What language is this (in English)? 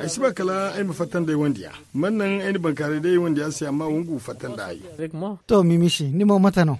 Zarma